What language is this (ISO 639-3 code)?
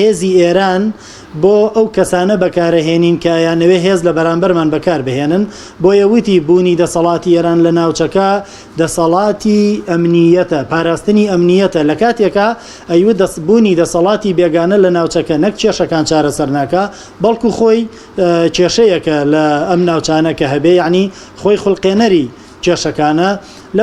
ckb